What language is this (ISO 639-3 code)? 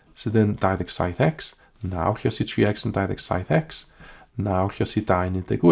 cym